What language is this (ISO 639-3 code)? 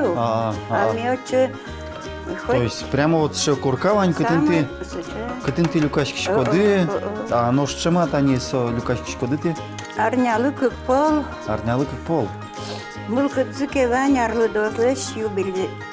udm